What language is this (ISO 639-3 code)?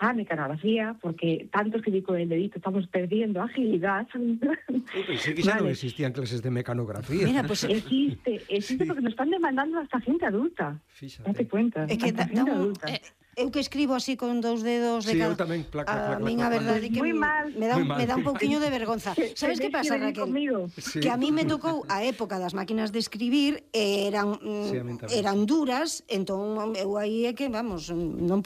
glg